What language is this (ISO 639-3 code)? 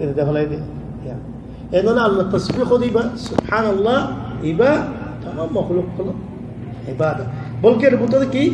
rhg